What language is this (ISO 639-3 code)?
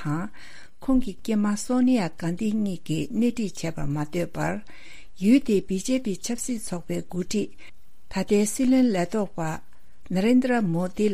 bod